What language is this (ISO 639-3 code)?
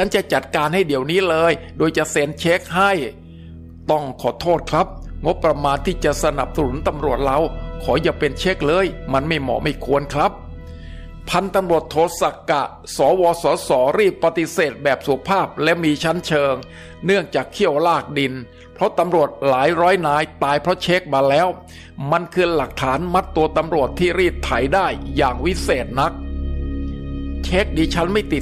tha